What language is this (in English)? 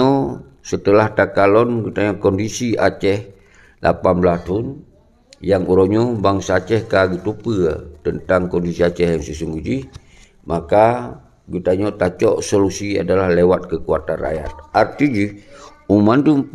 Achinese